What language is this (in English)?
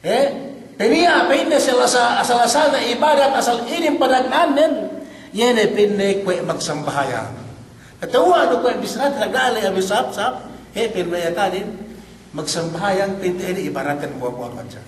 Yakan